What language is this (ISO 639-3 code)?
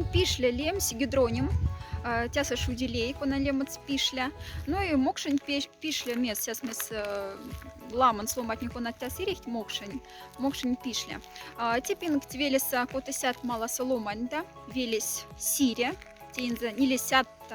mdf